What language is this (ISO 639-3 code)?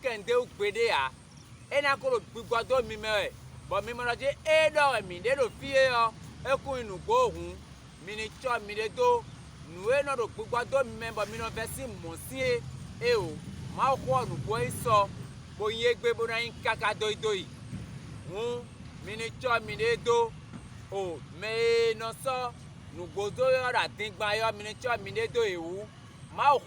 fon